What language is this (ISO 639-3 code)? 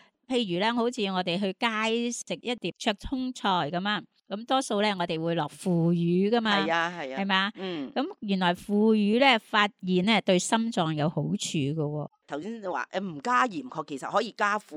yue